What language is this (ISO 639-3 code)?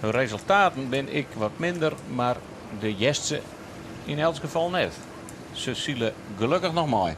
fry